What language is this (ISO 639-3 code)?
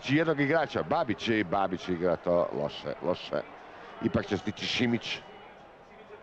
hrv